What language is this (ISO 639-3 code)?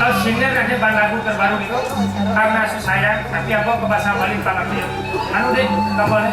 ban